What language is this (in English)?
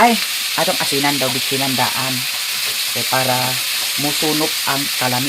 Cebuano